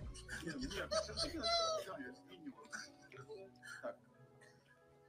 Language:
Ukrainian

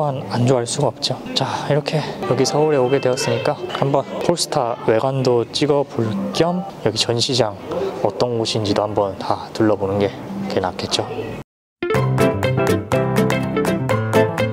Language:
Korean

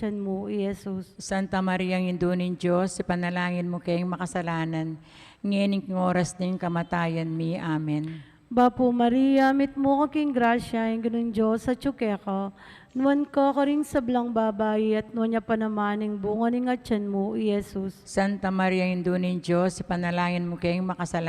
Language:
Pampanga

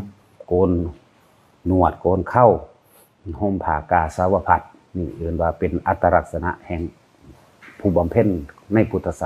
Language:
Northeastern Thai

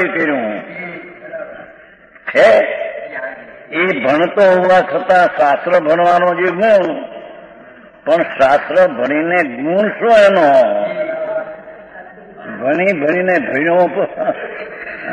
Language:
Gujarati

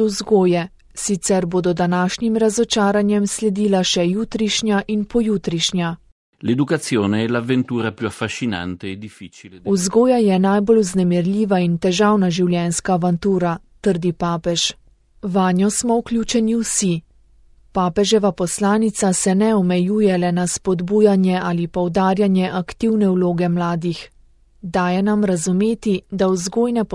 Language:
Slovenian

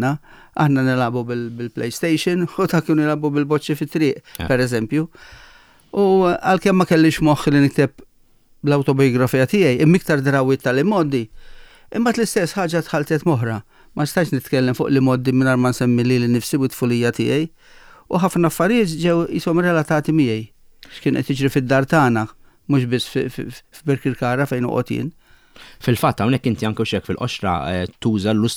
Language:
Maltese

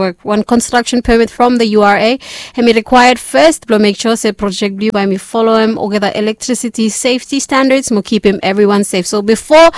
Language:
Bislama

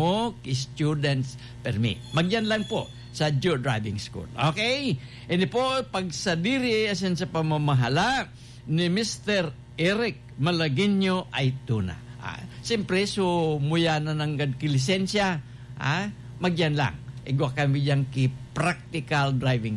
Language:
Bikol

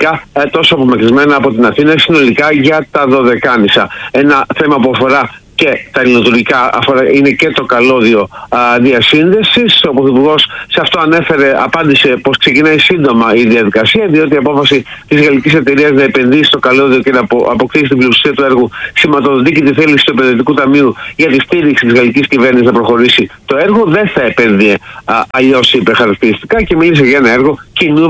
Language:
Greek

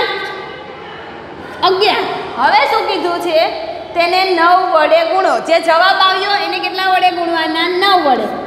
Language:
Gujarati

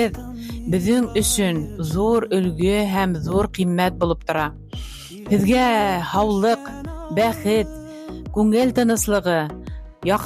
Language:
Bashkir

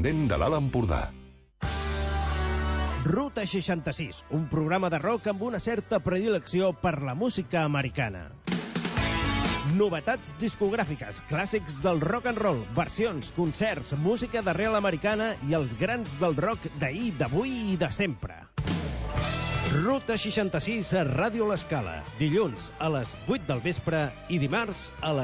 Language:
Catalan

